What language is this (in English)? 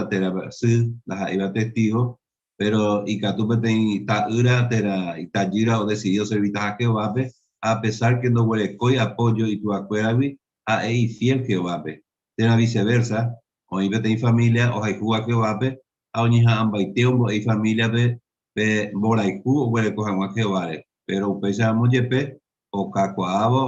Guarani